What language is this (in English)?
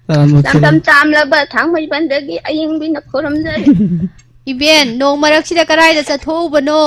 Manipuri